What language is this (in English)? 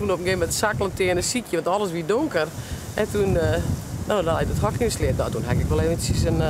Western Frisian